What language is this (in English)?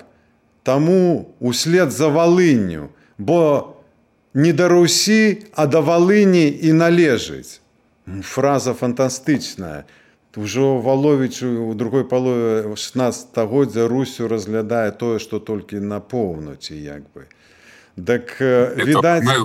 Belarusian